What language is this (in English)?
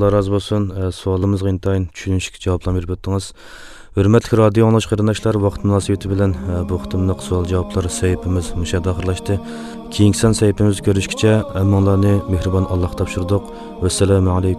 Uyghur